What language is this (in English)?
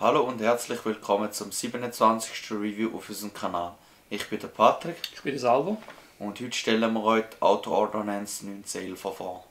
Swiss German